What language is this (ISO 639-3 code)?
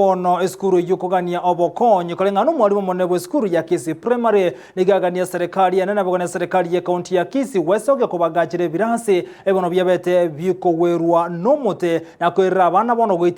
guz